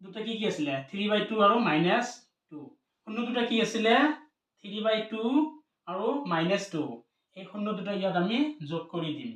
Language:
Assamese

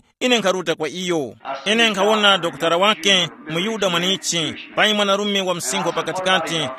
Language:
Tumbuka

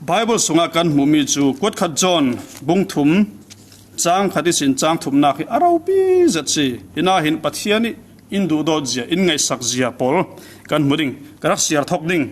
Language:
Falam Chin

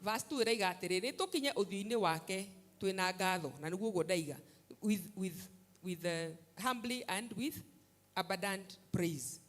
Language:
Kikuyu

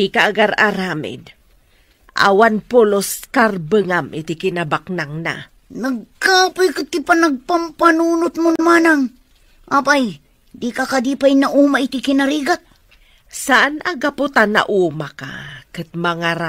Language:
Iloko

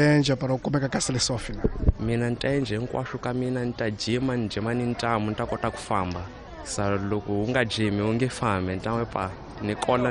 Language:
Tsonga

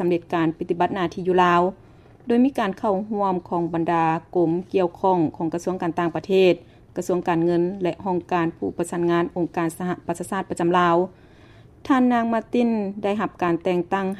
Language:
Lao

